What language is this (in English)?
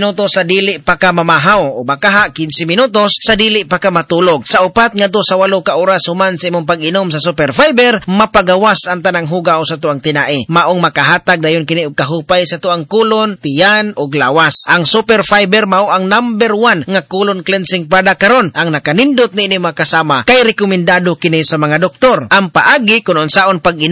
Cebuano